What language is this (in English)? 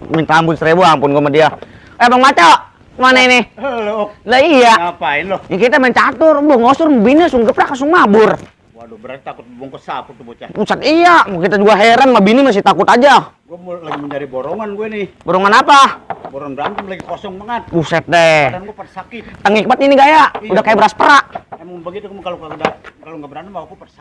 Betawi